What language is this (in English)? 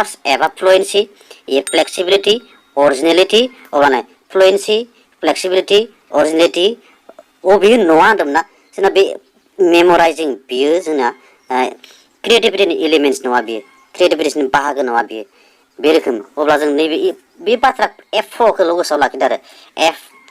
Bodo